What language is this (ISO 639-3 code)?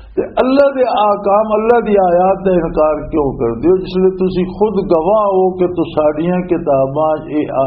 lah